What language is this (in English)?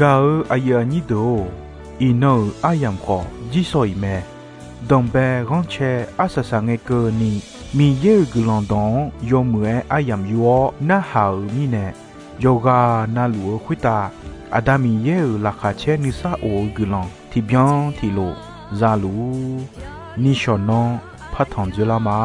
Akha